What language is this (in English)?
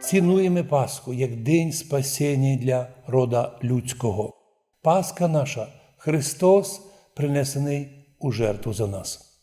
Rusyn